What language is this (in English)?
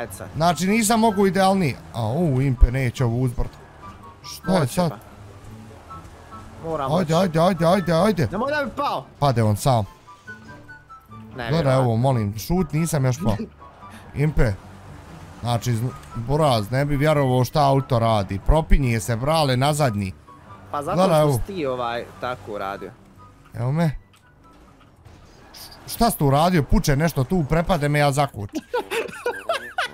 Bosnian